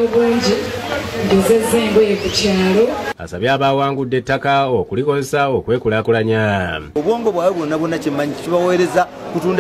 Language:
Ganda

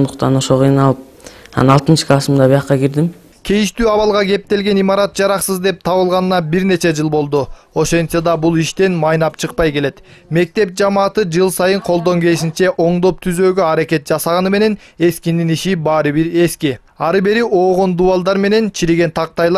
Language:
Kyrgyz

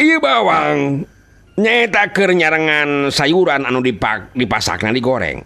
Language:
Sundanese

